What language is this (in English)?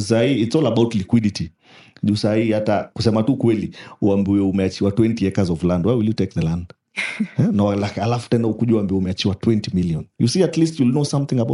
Swahili